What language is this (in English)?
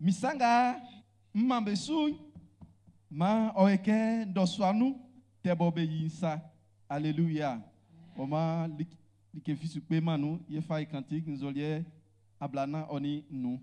Baoulé